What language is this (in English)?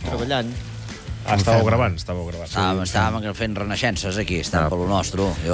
Catalan